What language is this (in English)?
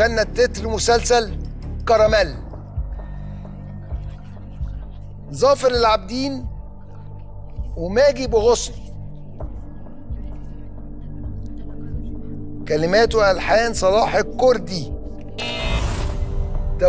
Egyptian Arabic